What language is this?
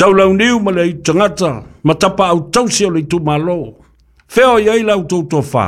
Samoan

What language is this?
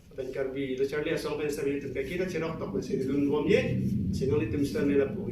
Karbi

